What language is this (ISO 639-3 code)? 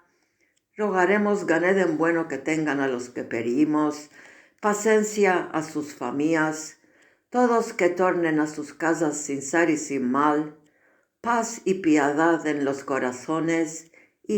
lad